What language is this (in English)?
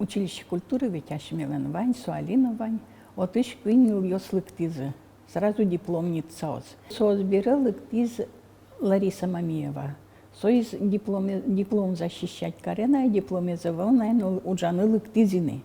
Udmurt